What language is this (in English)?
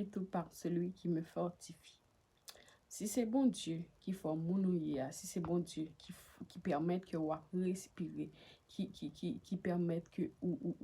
Haitian Creole